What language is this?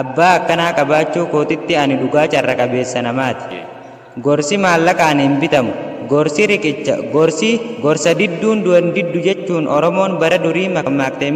Oromo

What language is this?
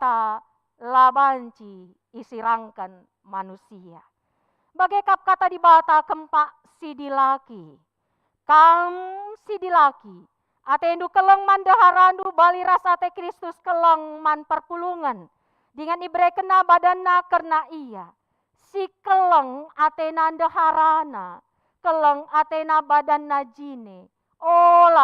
Batak Karo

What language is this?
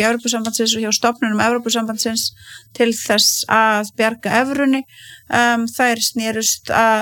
Icelandic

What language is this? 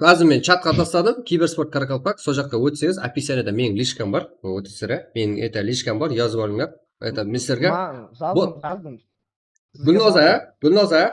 Kara-Kalpak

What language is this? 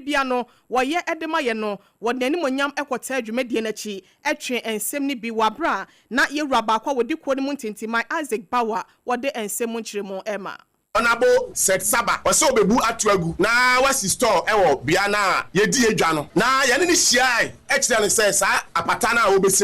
Akan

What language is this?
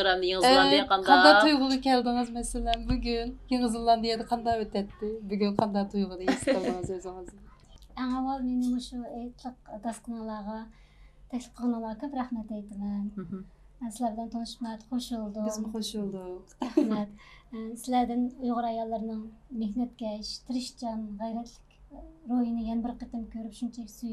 Uyghur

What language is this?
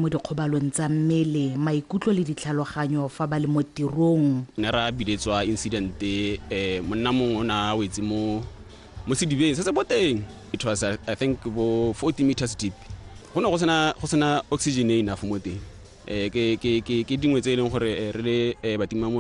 Tswana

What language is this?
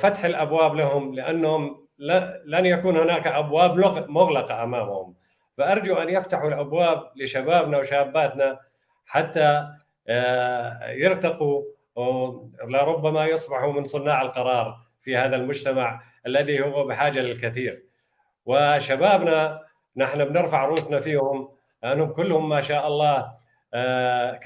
North Levantine Arabic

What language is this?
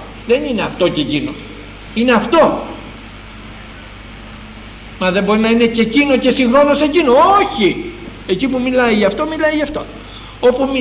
Greek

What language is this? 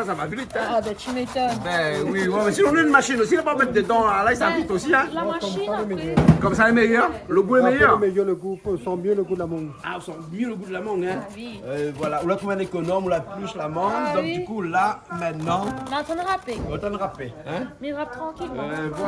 Réunion Creole French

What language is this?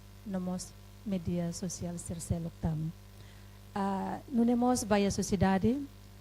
Tetum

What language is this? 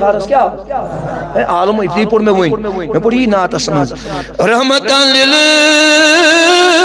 Kashmiri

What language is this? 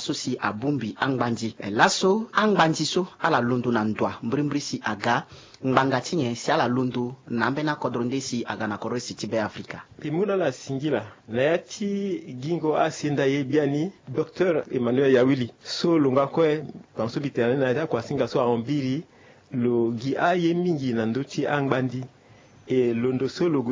Sango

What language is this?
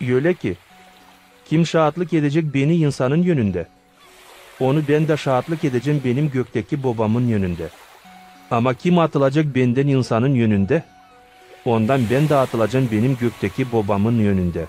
Gagauz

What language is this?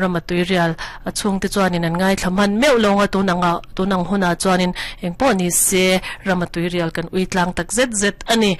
Mizo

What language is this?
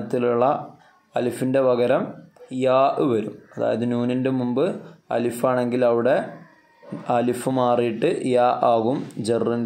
Malayalam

